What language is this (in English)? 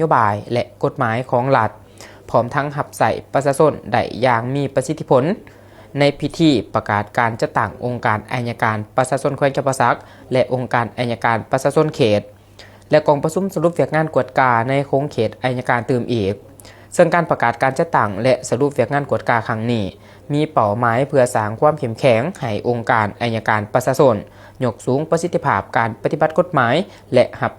Lao